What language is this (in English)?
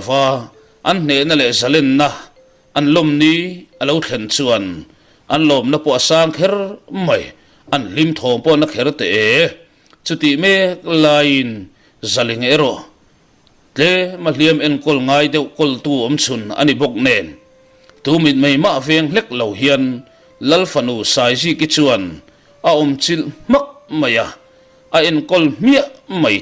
Mizo